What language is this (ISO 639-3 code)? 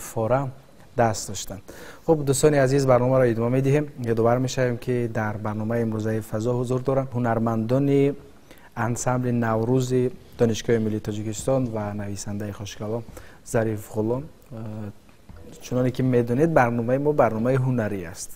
tgk